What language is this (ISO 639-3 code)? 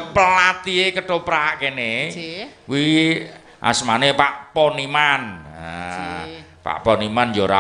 jav